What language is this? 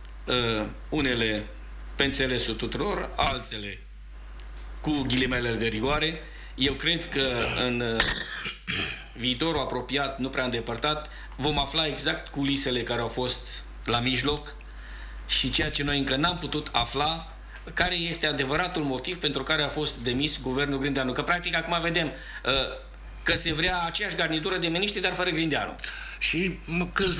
Romanian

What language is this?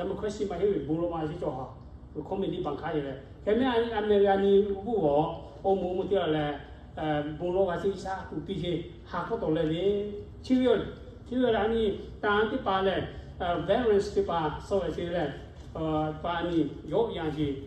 Lahu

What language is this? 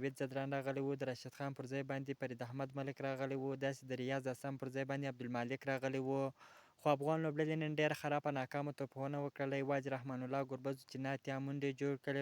Pashto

